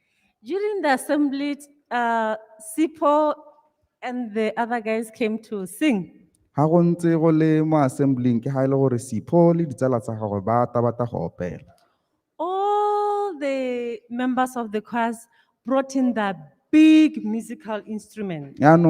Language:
Tswana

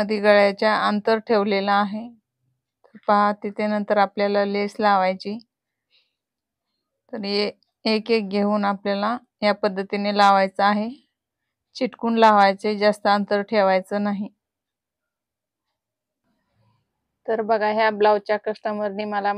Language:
Marathi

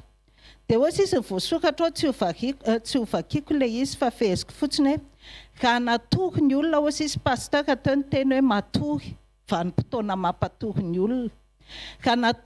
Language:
Malagasy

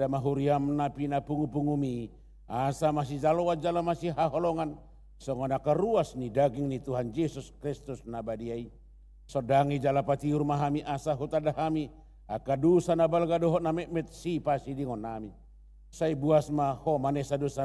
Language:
Batak Toba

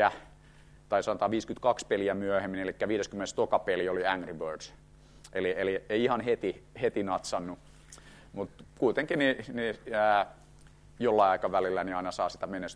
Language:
Finnish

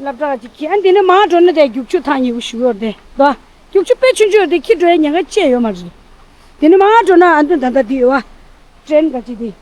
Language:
Tibetan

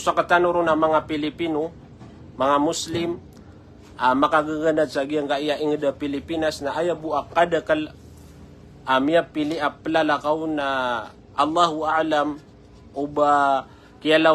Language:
Maranao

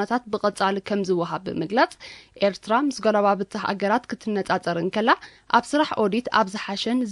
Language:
Tigrinya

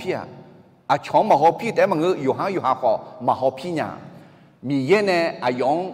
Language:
Akha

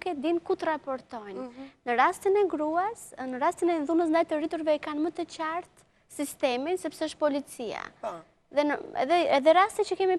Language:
Albanian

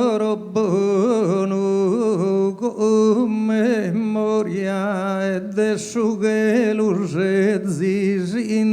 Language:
Sardinian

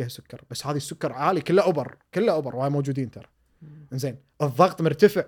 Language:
Gulf Arabic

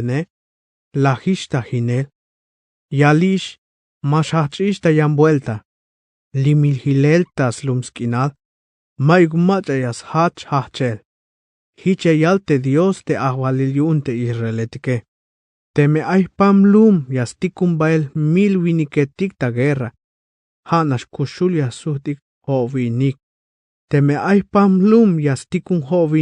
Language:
Tzeltal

